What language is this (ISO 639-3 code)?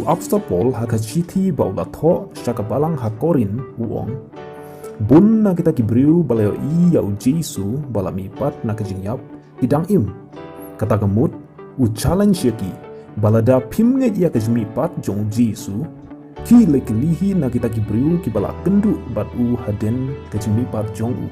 kha